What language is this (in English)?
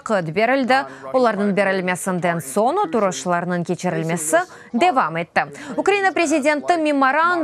Crimean Tatar